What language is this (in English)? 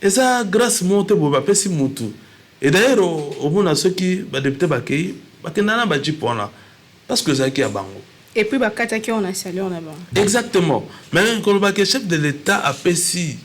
Lingala